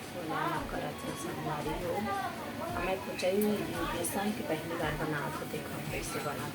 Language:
Chhattisgarhi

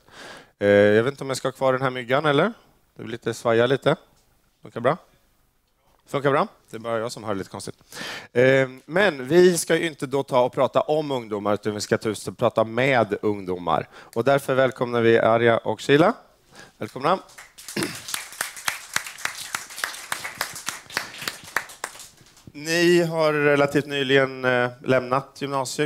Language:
Swedish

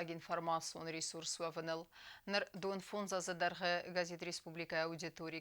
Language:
Ossetic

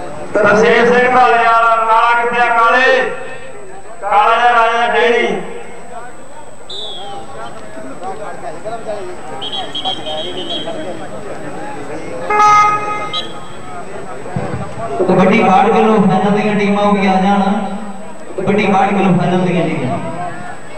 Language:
Punjabi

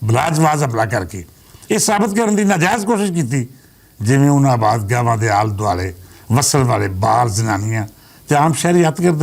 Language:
Western Panjabi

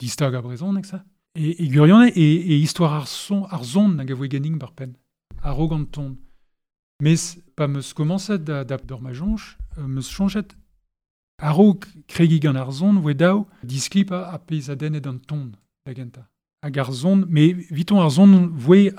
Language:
Breton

